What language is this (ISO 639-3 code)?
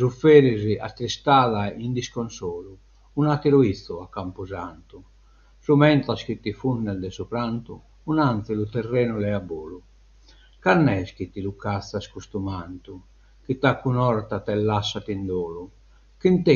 srd